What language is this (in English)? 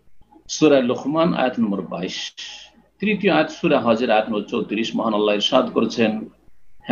Bangla